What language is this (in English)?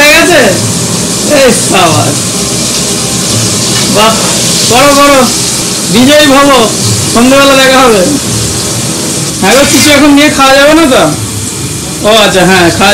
Bangla